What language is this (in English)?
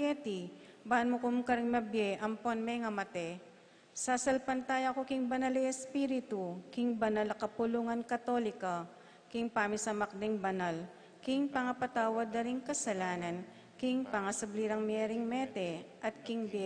Pampanga